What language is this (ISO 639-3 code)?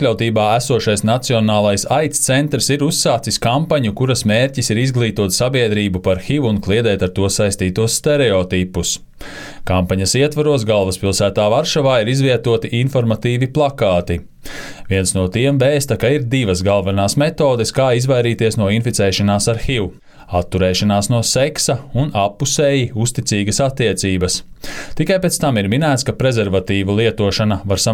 lav